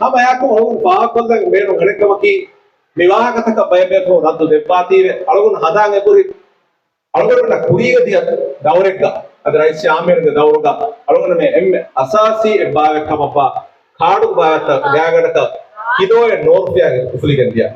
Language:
Divehi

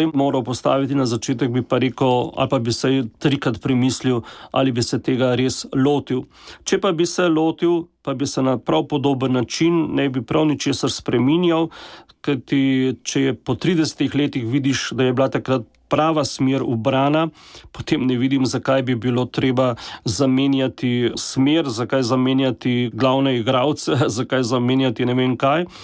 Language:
Slovenian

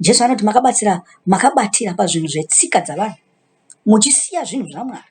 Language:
Shona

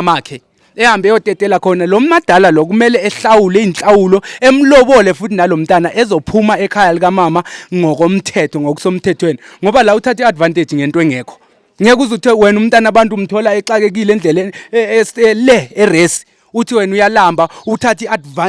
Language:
Zulu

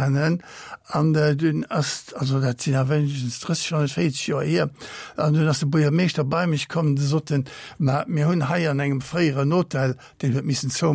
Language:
Luxembourgish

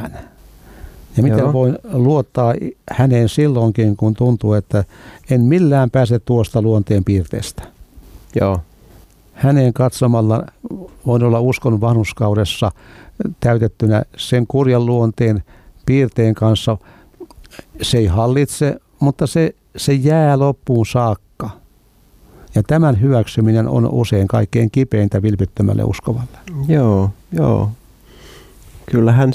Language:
Finnish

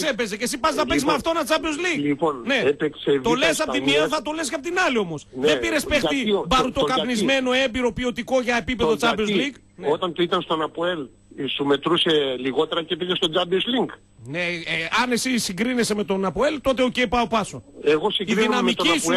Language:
Greek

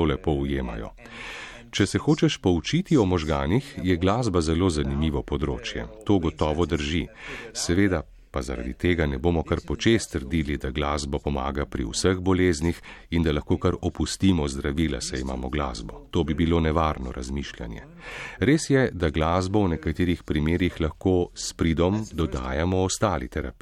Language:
Slovenian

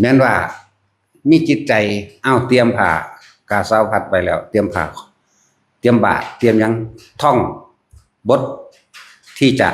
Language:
Northeastern Thai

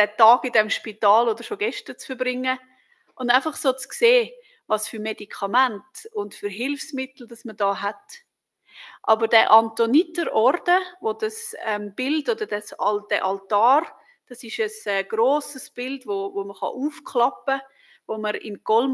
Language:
Swiss German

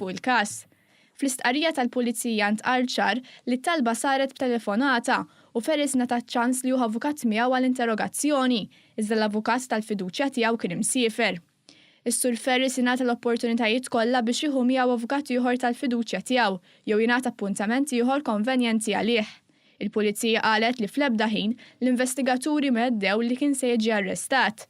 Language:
Maltese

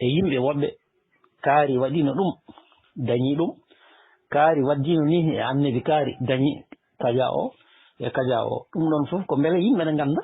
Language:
Fula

